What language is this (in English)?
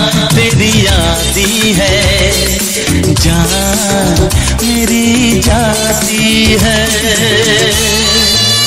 Hindi